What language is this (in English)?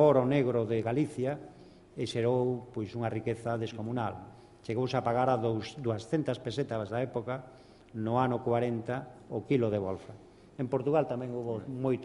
Galician